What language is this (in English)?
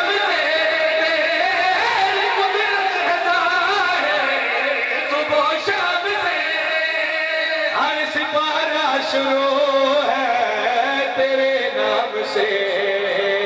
Urdu